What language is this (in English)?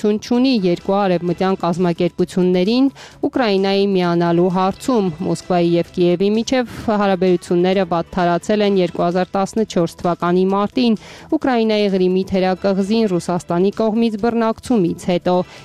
Armenian